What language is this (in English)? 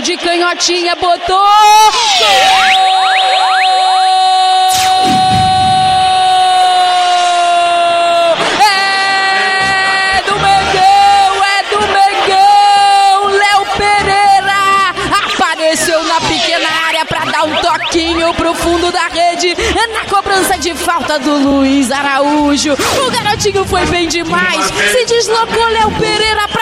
Portuguese